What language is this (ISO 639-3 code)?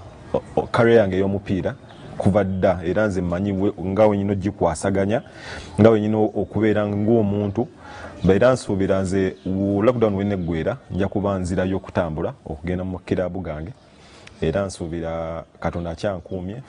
lug